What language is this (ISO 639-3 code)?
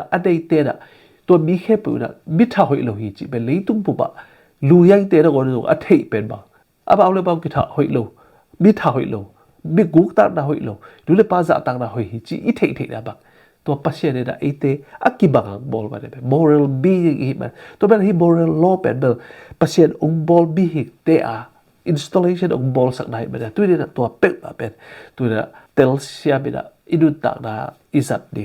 ctd